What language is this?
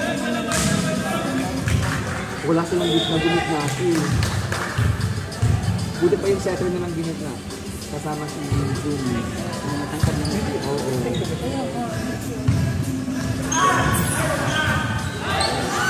Filipino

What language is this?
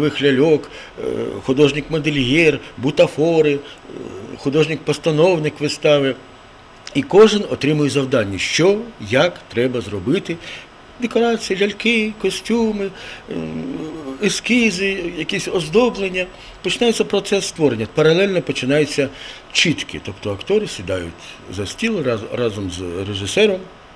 Ukrainian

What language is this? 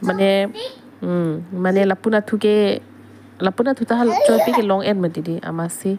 Karbi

